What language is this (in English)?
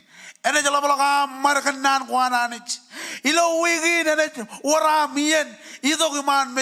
Marshallese